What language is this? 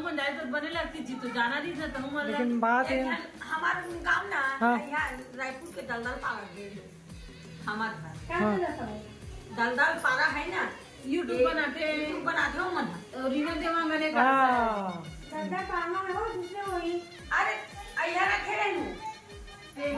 Chhattisgarhi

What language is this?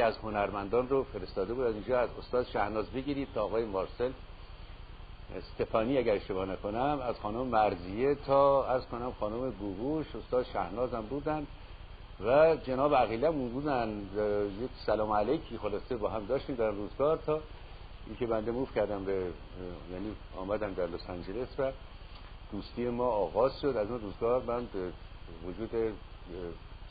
Persian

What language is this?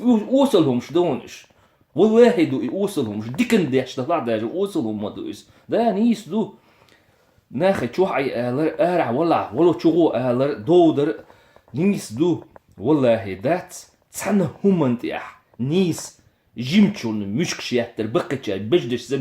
Chechen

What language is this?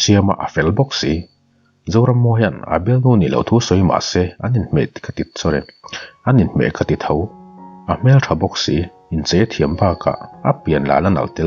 Mizo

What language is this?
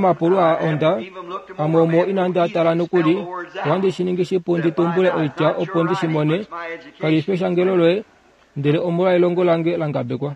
Kuanyama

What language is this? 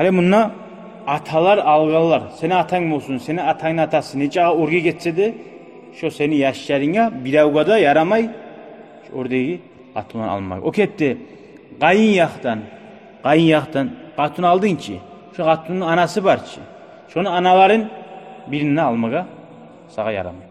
Kumyk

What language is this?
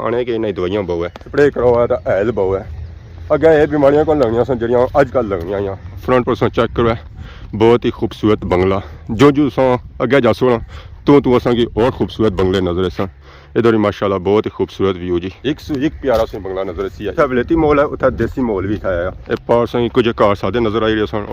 Pahari-Potwari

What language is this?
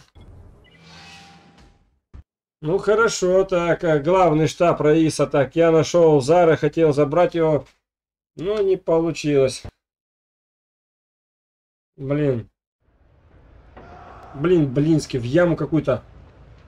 Russian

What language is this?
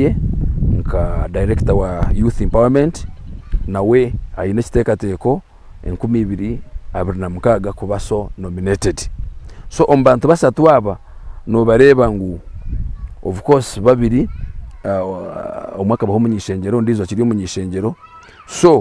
Nyankole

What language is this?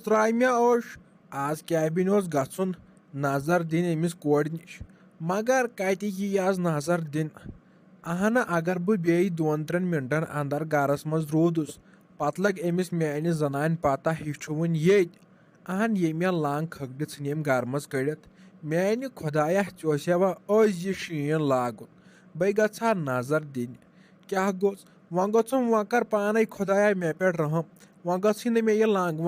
Kashmiri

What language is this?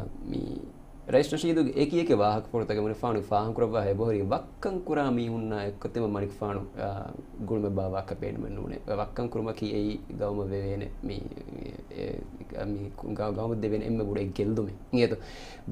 Divehi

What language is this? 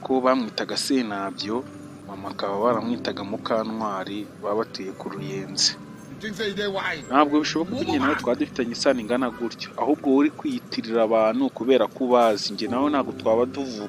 Kinyarwanda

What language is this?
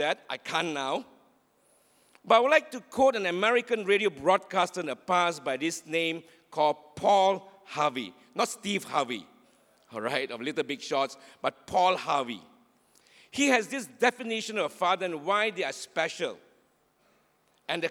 English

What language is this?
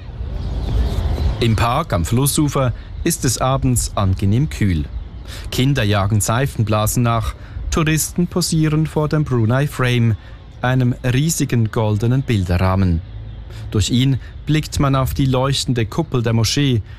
German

